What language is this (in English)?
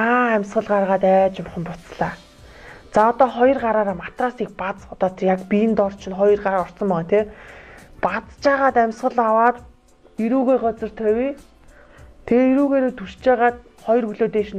Mongolian